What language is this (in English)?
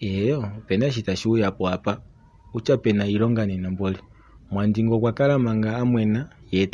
Kuanyama